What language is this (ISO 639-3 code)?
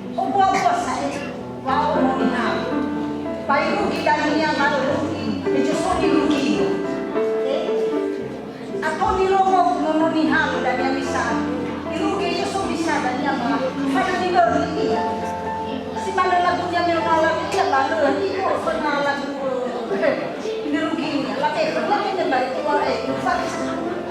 nia